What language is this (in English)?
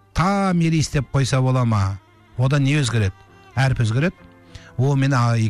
Kazakh